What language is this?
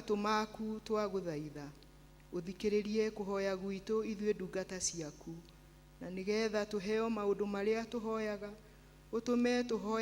Kikuyu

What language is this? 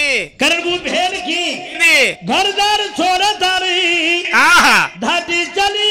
Lambadi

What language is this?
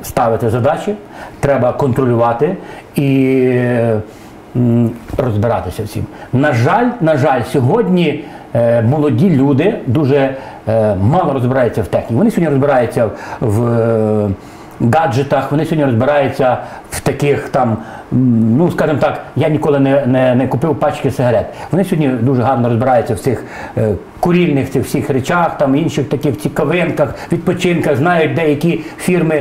Ukrainian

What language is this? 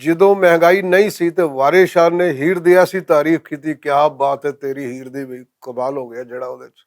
Western Panjabi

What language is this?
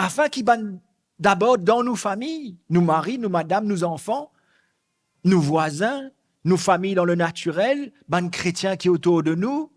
Morisyen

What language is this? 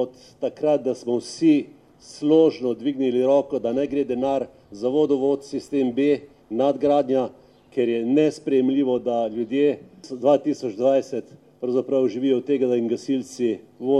Slovenian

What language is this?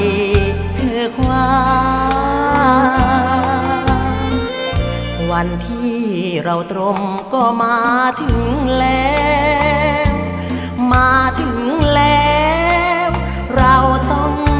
Thai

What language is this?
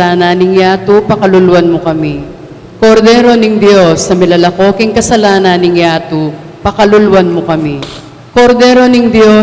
Pampanga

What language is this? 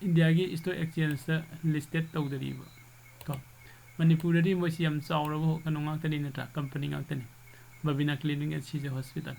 Manipuri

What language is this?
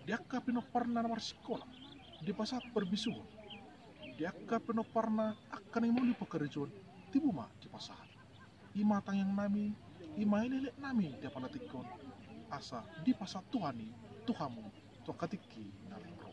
Batak Toba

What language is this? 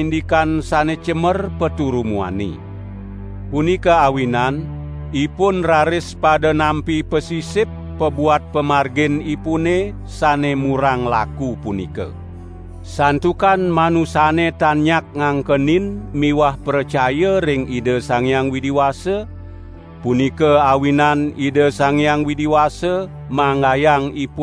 Balinese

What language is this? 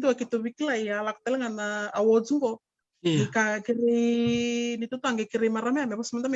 Fijian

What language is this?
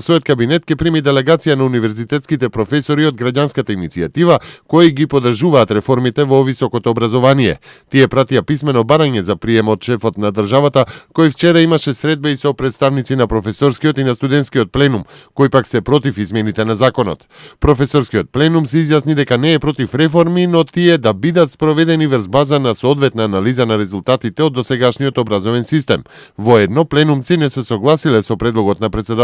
Macedonian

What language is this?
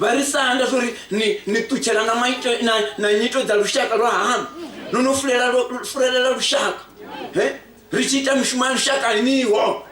Venda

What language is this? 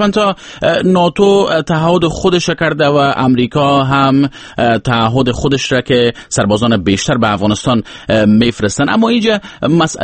Persian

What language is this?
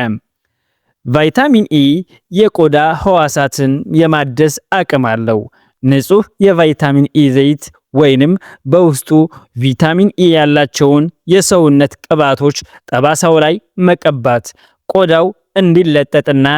Amharic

